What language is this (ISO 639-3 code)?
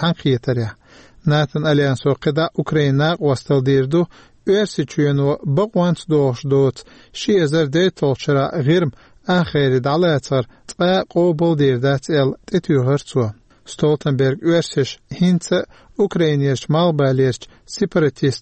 che